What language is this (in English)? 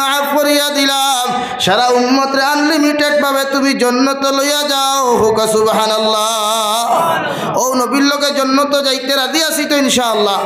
Sylheti